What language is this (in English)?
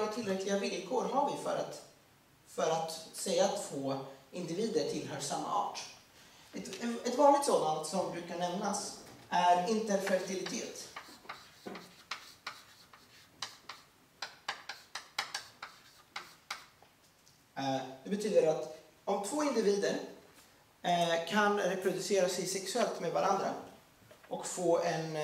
Swedish